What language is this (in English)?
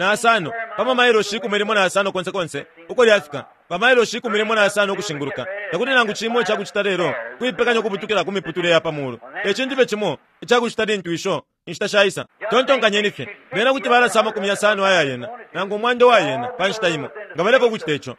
Bemba